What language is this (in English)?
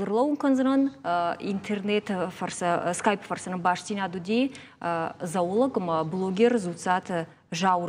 Ossetic